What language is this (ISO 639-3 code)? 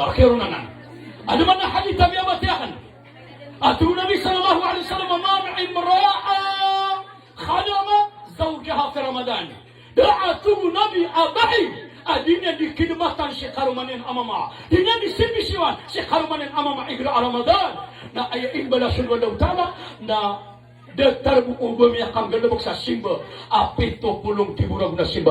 mrw